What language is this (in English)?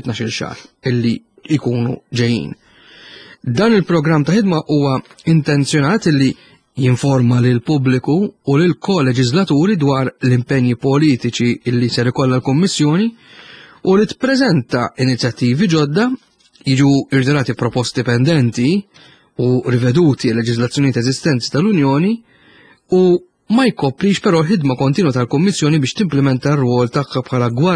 Maltese